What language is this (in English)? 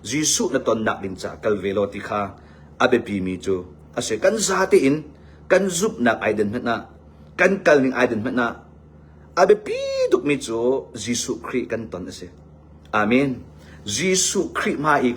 Hakha Chin